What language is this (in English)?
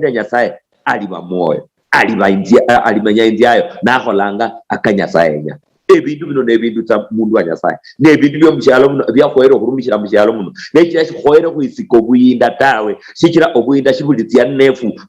Luyia